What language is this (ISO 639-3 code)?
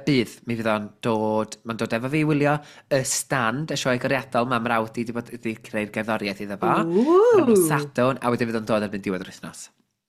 cym